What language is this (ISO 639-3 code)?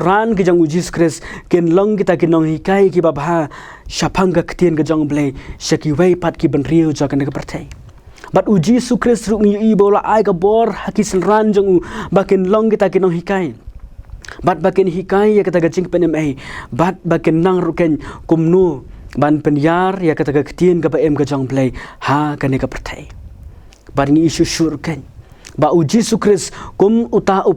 kha